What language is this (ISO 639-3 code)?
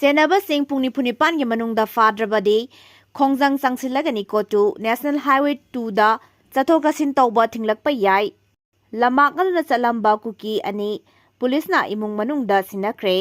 mni